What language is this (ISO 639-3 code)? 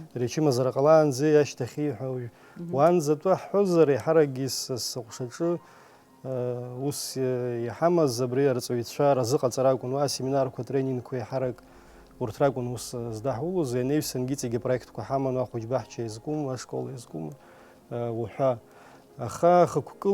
abk